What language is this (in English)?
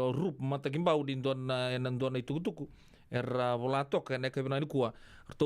Fijian